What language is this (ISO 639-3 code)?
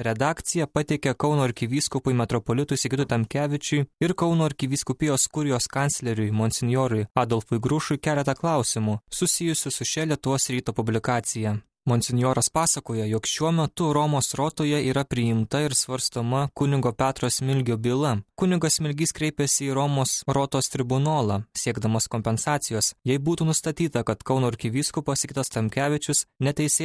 lit